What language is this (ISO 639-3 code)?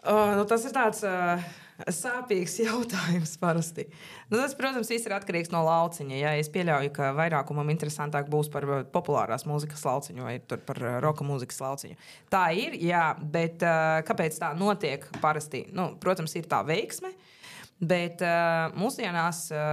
lav